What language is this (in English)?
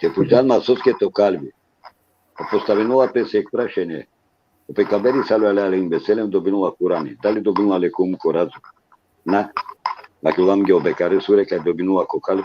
Balkan Romani